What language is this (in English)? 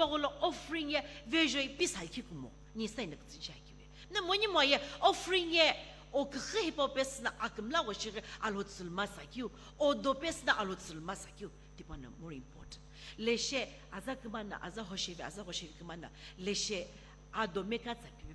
Sumi Naga